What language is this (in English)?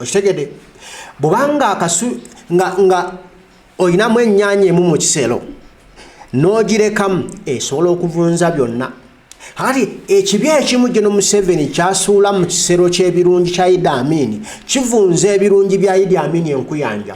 Ganda